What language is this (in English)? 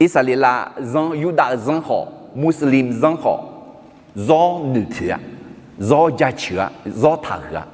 Akha